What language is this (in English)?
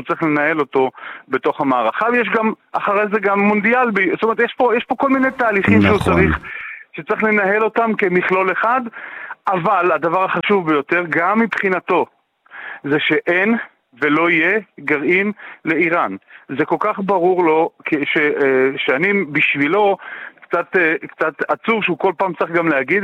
Hebrew